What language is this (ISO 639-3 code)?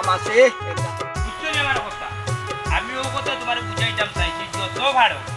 syl